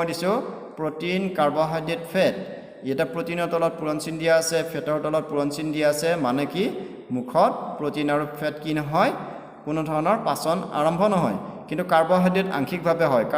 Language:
Assamese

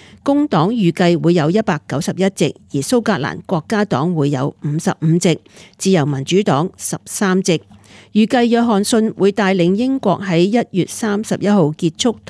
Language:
Cantonese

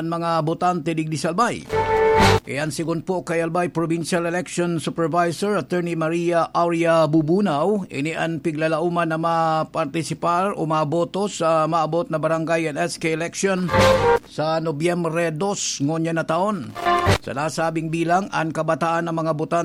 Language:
Bikol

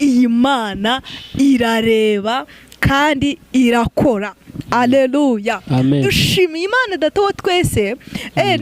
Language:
Kinyarwanda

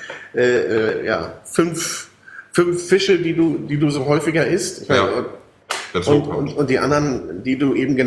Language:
German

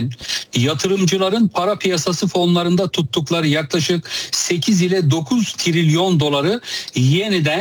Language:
Turkish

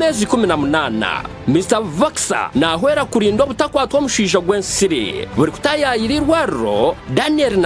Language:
Nyankole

